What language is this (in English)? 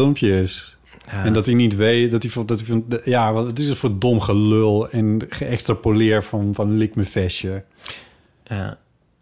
Dutch